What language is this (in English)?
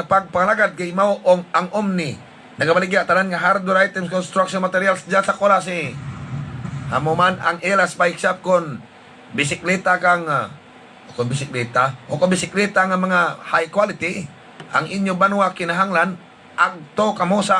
Hiligaynon